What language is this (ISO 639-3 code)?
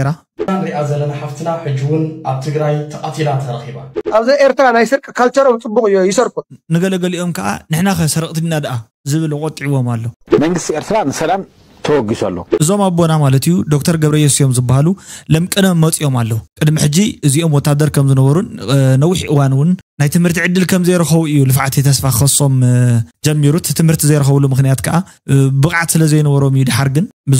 tir